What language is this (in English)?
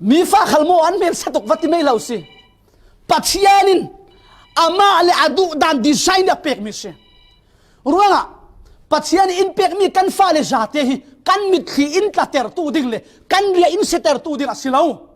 Falam Chin